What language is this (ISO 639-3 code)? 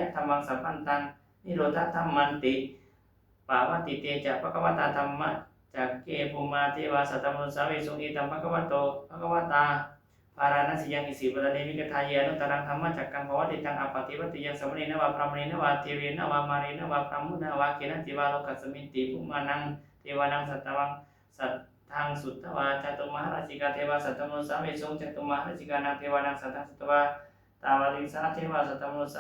pli